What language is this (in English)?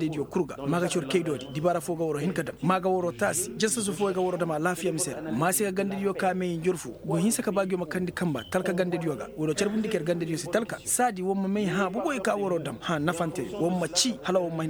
Koyraboro Senni